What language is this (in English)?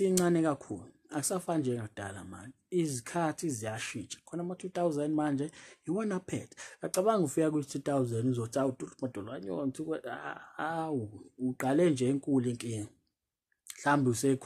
Zulu